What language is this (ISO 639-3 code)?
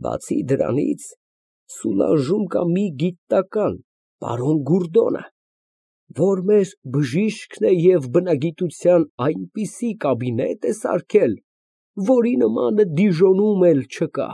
hye